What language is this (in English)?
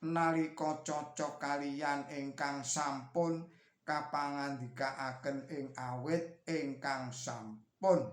Javanese